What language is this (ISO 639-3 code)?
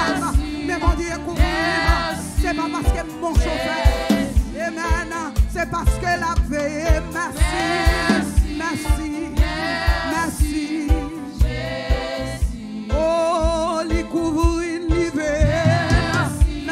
fra